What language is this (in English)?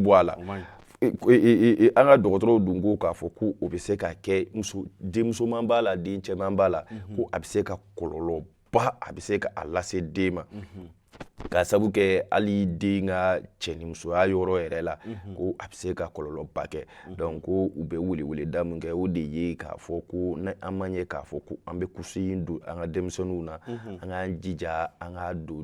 Bambara